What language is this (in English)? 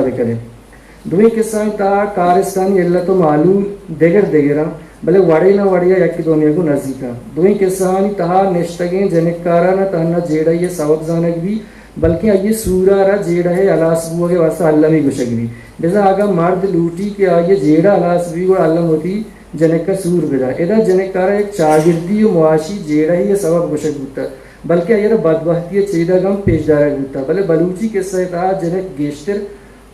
Eastern Balochi